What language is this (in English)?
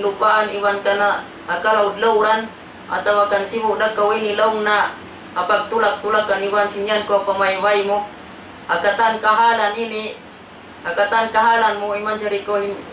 Tausug